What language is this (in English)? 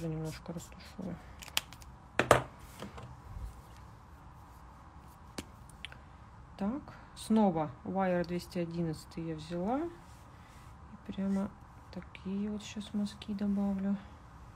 Russian